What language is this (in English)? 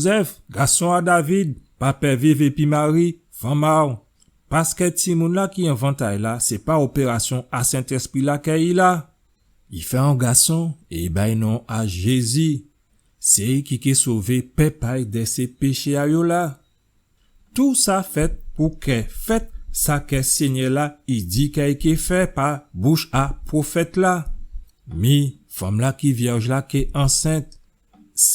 Guadeloupean Creole French